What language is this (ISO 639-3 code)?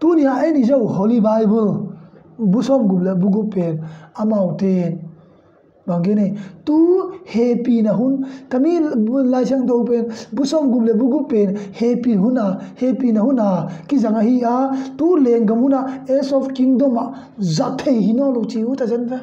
ctd